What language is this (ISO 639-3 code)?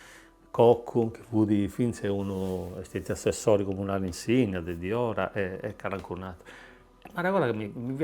srd